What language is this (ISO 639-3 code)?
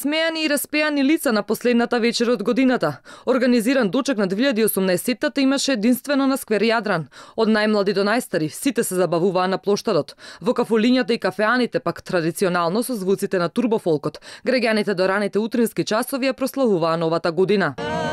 mkd